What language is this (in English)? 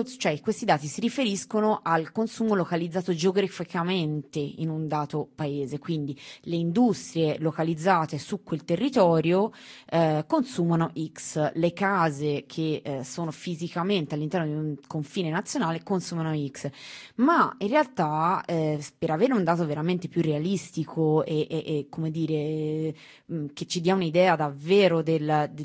Italian